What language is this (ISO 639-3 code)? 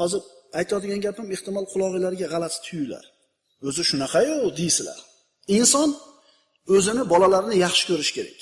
uzb